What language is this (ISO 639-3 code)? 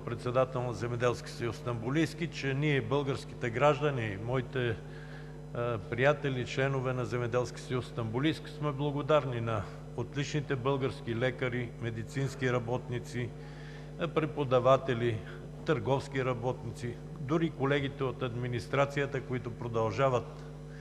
bul